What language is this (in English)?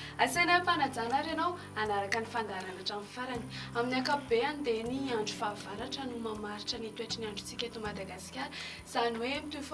Malagasy